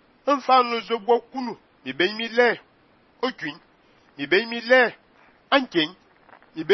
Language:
Fang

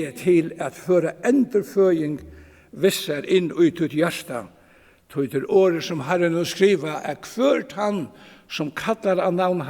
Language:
Faroese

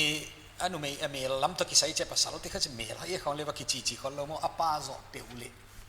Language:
Paite Chin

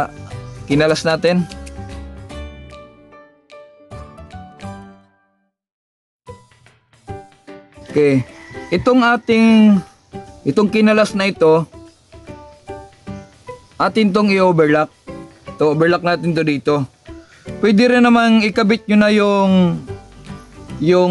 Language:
Filipino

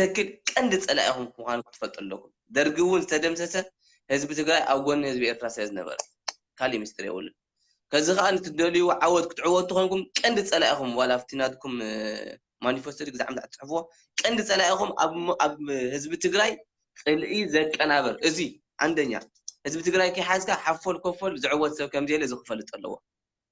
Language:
Tigrinya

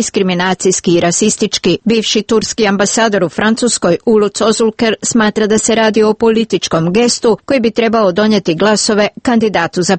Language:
Serbian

